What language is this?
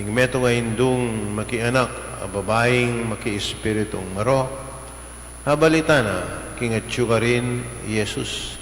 Pampanga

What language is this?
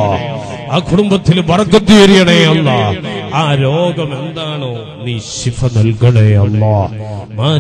Malayalam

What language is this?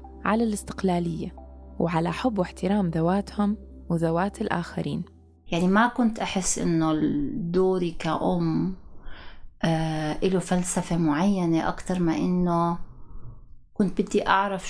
North Levantine Arabic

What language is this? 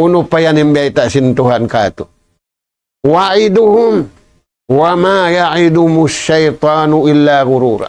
Tausug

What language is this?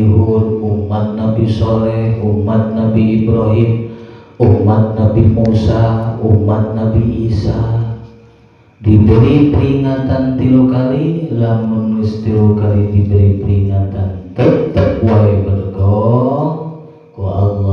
Sundanese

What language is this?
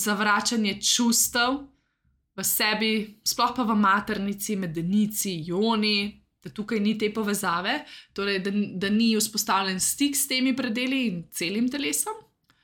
Slovenian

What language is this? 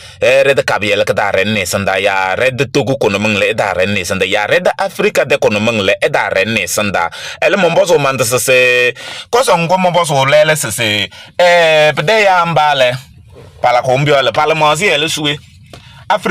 Kabiyè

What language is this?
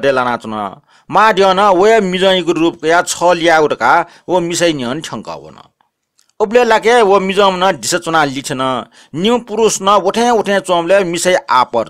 Newari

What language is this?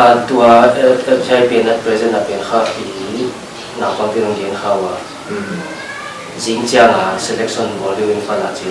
Paite Chin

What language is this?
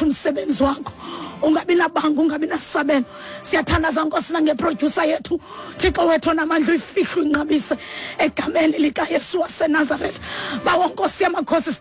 Xhosa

